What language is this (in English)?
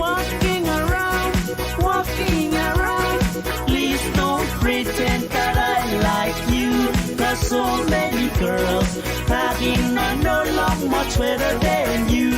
Pohnpeian